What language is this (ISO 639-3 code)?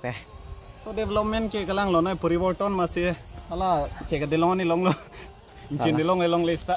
mjw